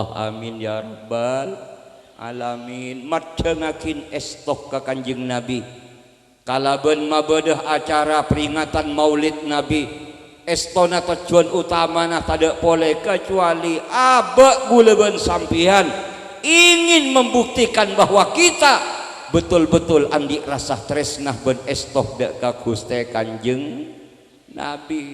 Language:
Madurese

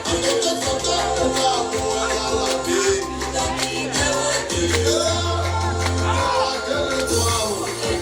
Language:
Tswana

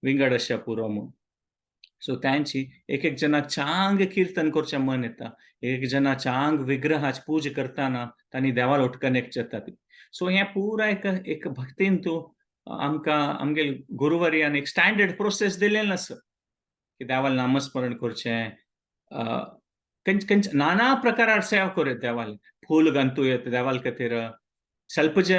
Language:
Konkani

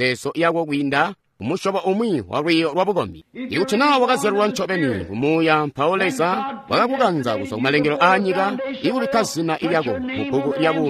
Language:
Tonga (Zambia)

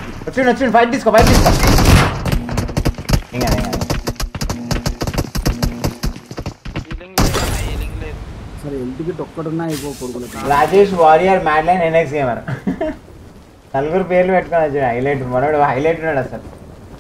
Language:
Telugu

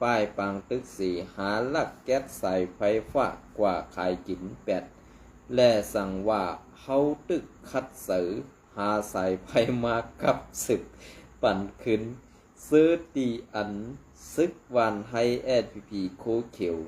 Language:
Shan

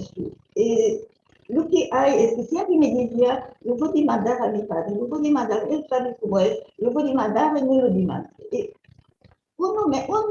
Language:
Ladino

